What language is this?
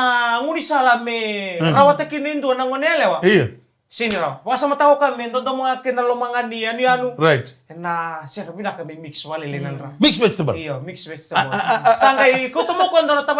Fijian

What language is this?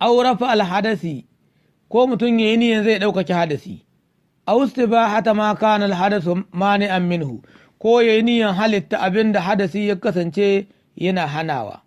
Hausa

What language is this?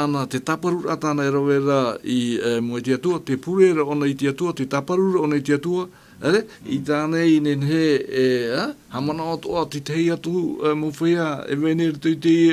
Tahitian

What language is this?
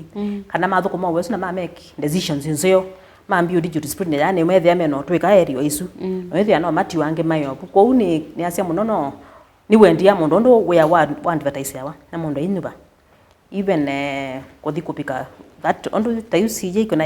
Kamba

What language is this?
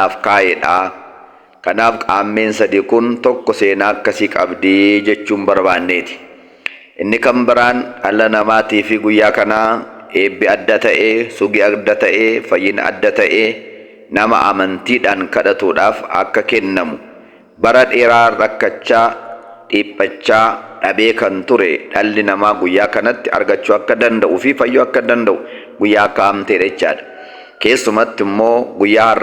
Oromo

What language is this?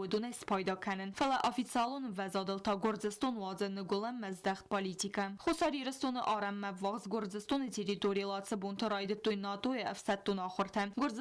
Ossetic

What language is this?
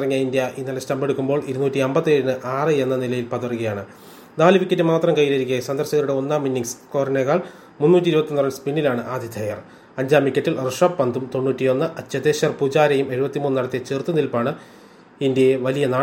Malayalam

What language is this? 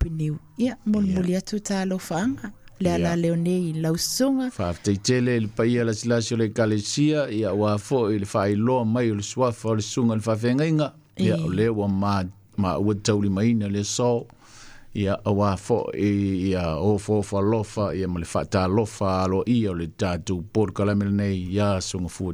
Samoan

